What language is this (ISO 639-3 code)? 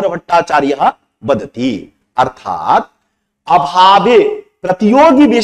san